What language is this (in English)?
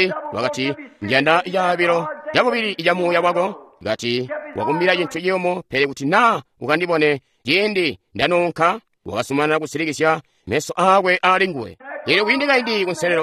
Tonga (Zambia)